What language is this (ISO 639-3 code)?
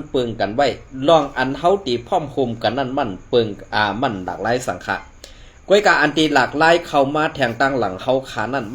shn